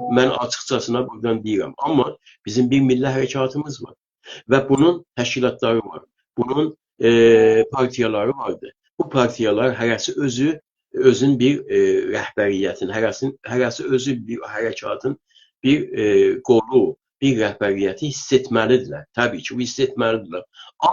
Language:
South Azerbaijani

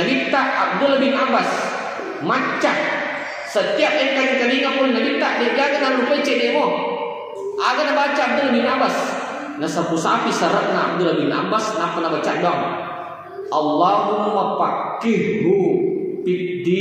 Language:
Buginese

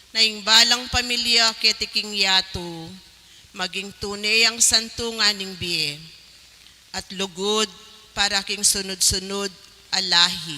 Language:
Pampanga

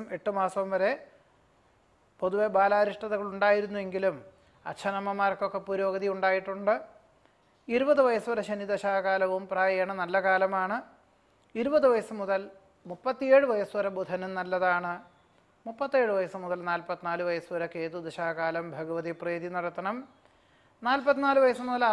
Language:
Malayalam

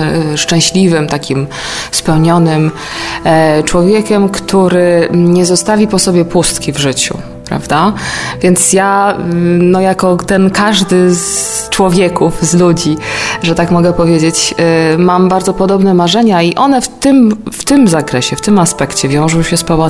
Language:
Polish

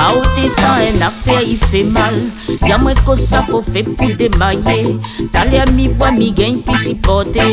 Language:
Réunion Creole French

